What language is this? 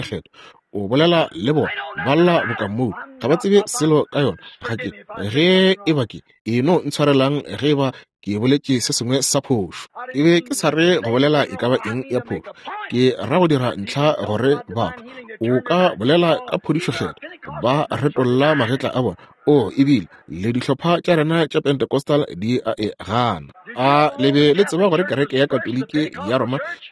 Northern Sotho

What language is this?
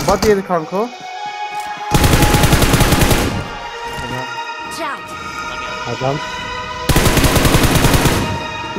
Turkish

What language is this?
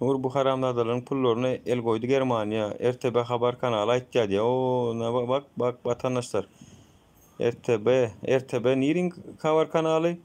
Turkmen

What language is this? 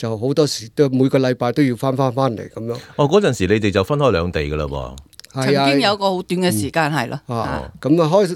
Cantonese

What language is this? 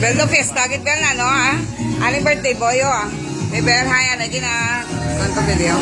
Hiligaynon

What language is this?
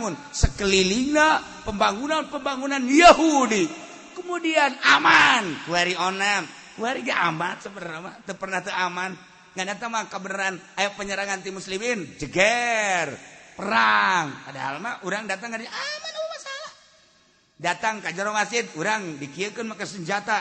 Sundanese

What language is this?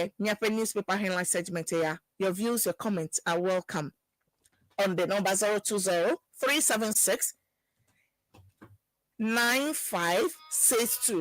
Ewe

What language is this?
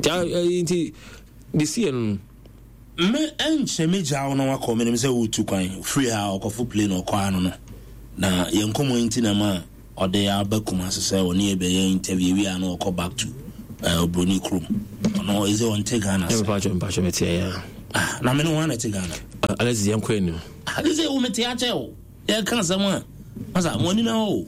Akan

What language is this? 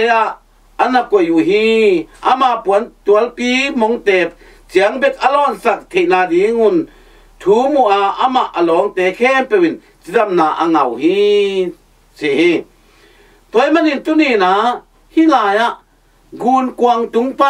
Tedim Chin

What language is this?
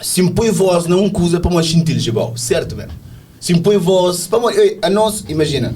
Kabuverdianu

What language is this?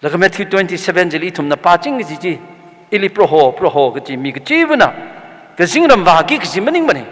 Tangkhul Naga (India)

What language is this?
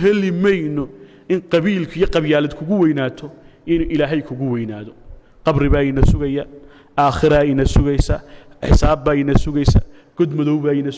Somali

